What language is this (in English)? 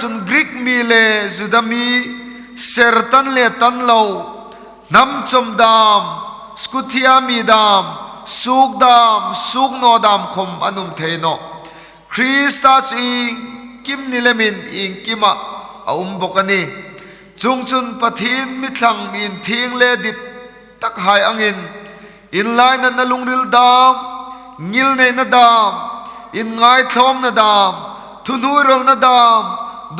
Hmar